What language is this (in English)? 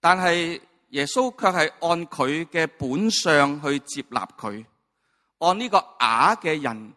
Cantonese